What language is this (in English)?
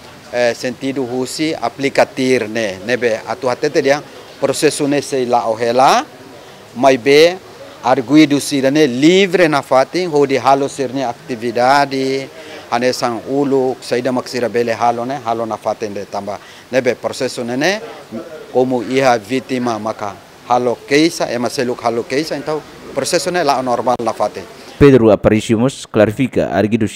Tetum